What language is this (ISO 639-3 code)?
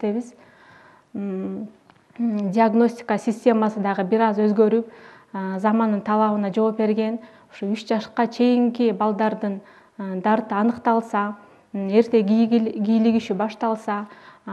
kir